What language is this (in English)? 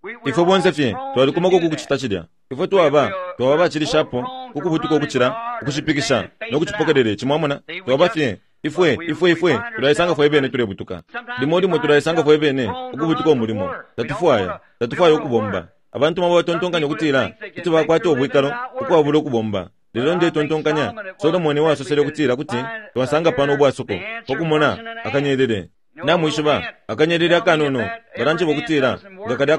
Bemba